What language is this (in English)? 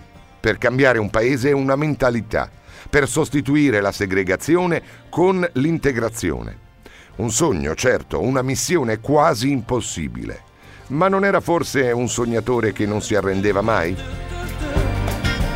Italian